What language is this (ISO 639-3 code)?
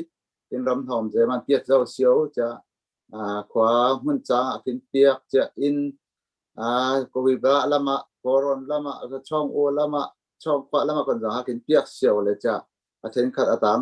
cfm